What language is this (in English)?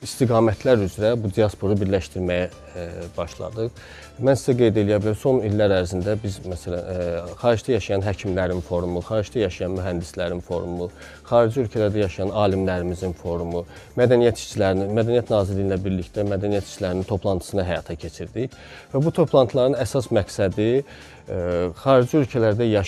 Azerbaijani